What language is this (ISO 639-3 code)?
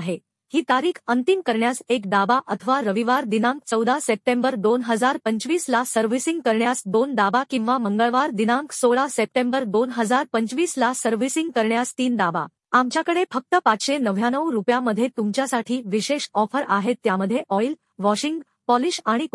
mar